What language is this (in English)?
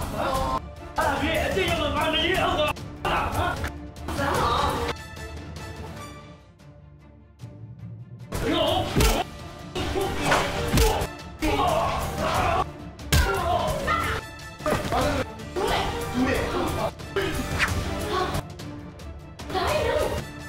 Burmese